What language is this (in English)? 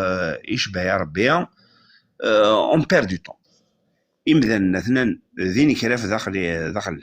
Kabyle